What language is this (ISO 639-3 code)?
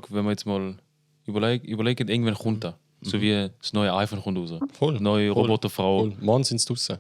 gsw